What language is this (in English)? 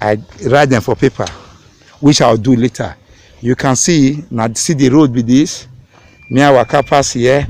Nigerian Pidgin